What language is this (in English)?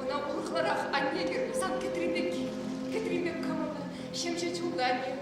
Chuvash